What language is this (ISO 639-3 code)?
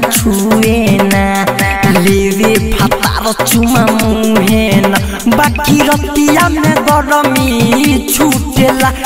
bho